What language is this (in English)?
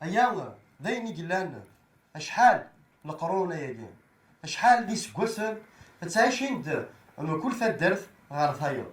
Kabyle